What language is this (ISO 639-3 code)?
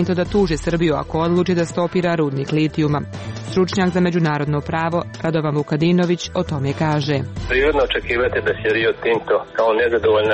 srp